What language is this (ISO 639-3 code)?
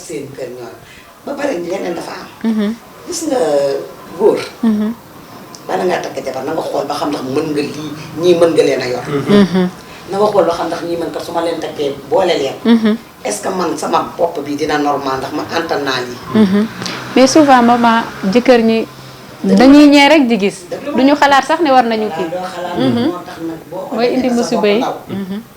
wol